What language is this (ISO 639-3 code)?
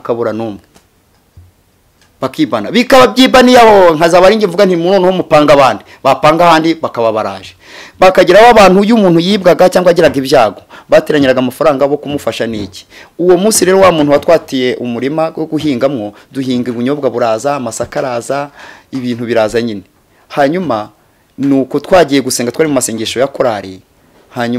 kin